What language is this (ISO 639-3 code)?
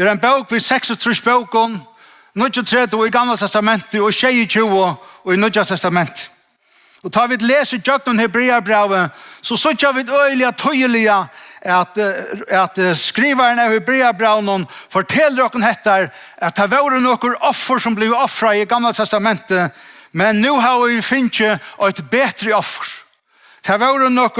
fao